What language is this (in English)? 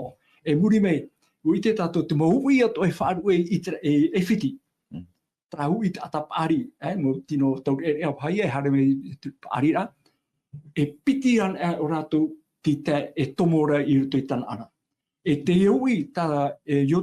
Tahitian